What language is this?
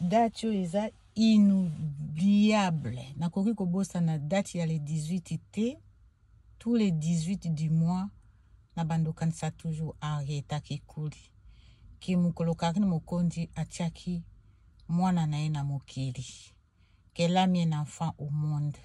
Lingala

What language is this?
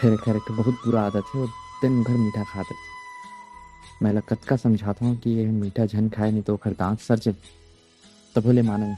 Chhattisgarhi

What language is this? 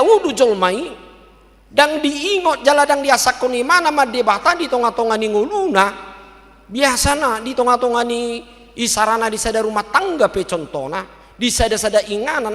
Batak Toba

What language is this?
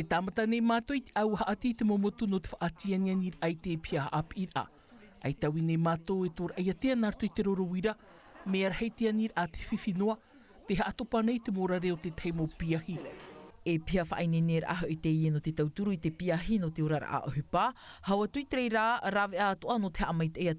Tahitian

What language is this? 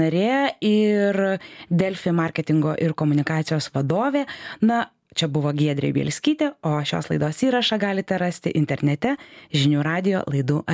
Lithuanian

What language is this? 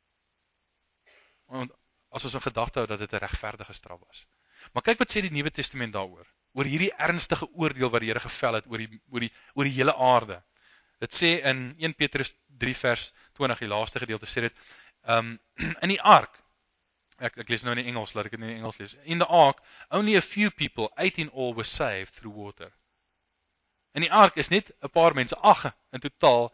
Afrikaans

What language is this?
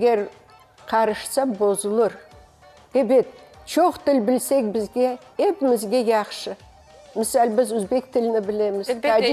Crimean Tatar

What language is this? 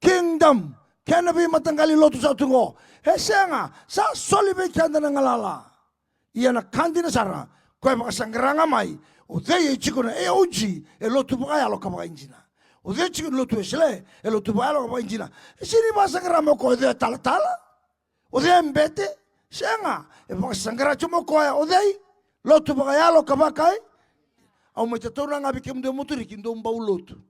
Fijian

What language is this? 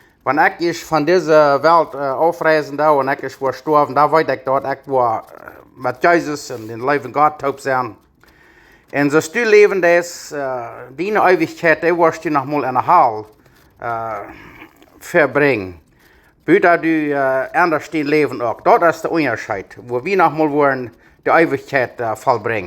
Plautdietsch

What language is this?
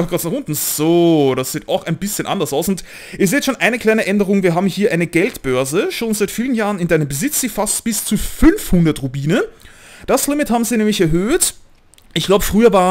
German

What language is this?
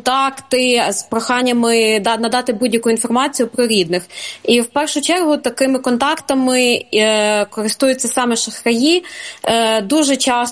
Ukrainian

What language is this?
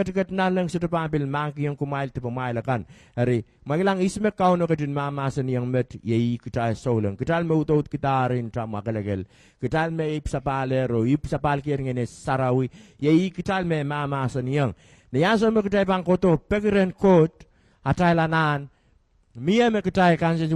Pohnpeian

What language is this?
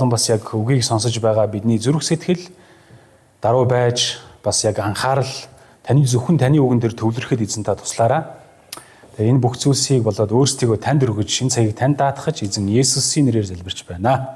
Mongolian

